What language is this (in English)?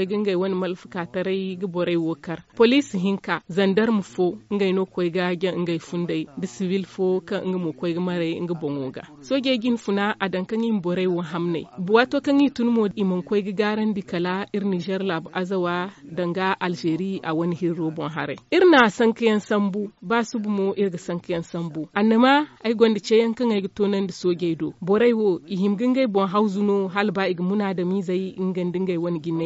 Zarma